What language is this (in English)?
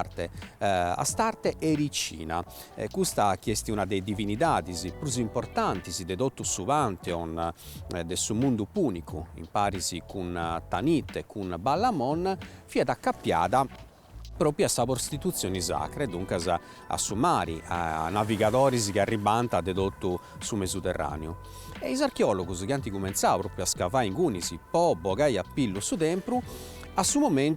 Sardinian